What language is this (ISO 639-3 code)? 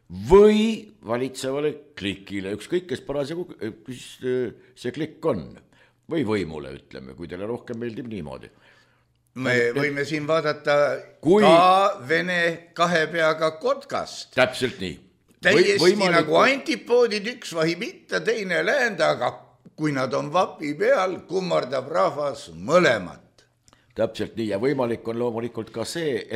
est